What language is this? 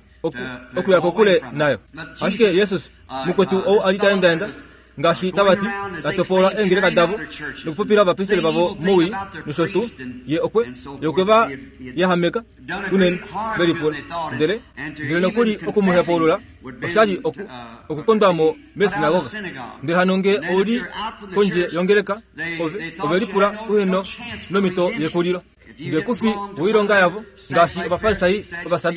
Kuanyama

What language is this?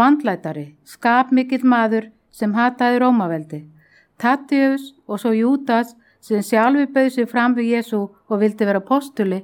Icelandic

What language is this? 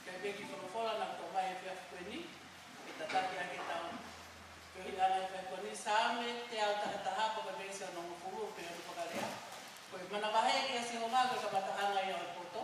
Tongan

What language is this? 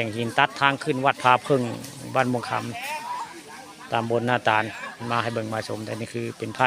Northeastern Thai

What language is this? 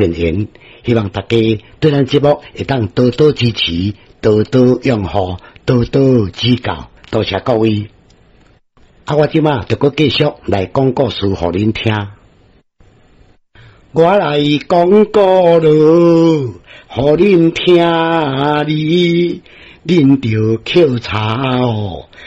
Min Nan Chinese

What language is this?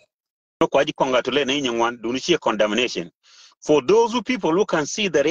Nuer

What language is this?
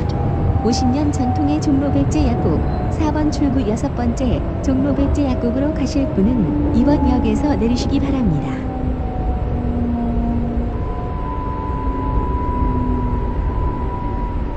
Korean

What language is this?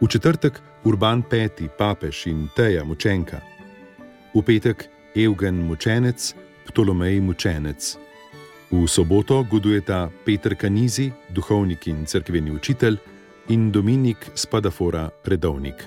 Slovenian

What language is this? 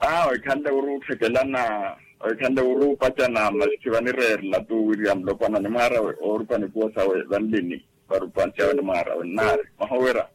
Makhuwa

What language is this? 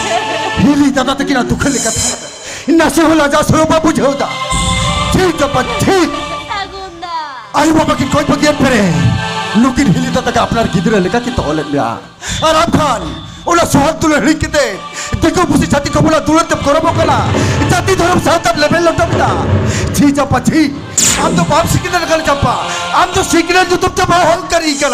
Santali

